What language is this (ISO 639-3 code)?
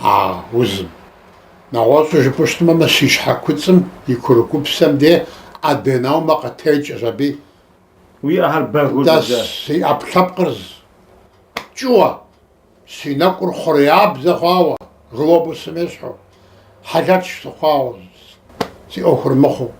kbd